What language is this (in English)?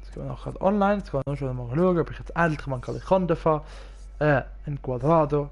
Swiss German